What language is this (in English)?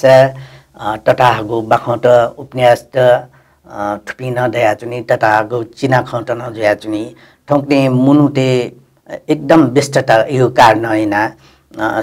Newari